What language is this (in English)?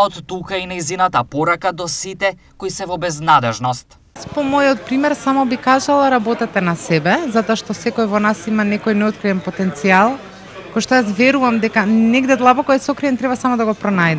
Macedonian